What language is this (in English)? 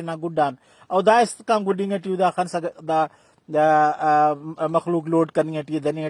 Brahui